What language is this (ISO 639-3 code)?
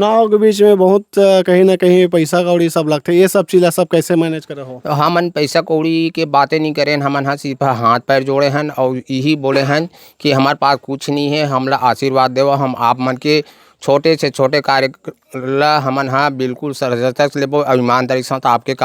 hne